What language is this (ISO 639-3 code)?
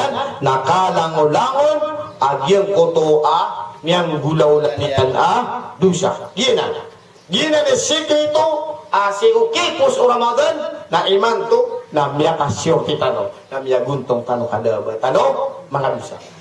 mrw